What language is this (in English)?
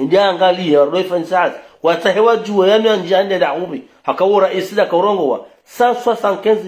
Ngazidja Comorian